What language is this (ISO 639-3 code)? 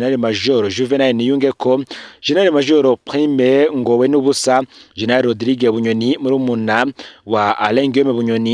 run